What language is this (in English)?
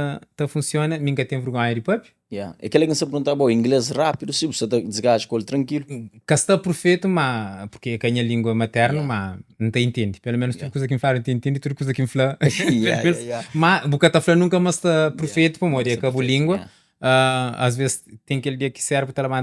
Kabuverdianu